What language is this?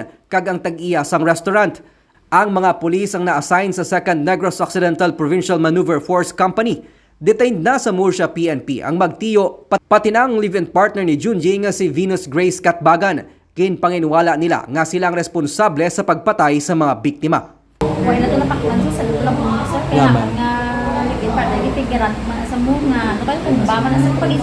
Hiligaynon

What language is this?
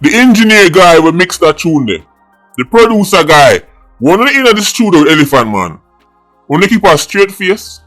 Jamaican Creole English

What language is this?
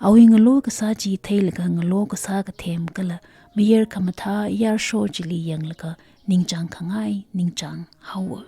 Tangkhul Naga (India)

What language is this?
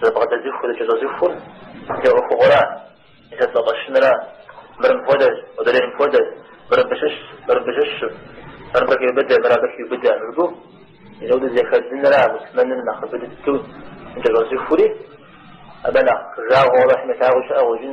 Kabardian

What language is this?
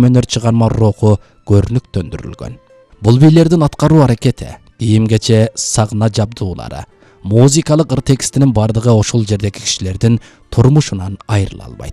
Kyrgyz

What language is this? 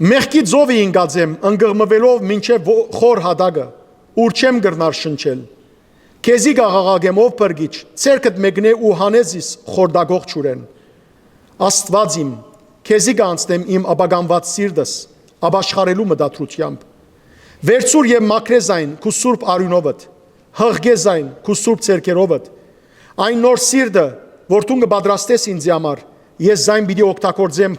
Western Armenian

